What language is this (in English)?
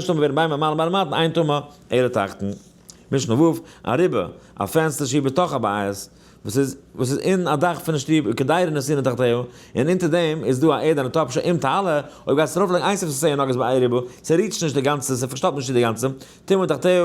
Yiddish